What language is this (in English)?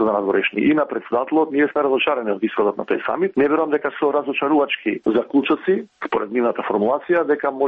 Macedonian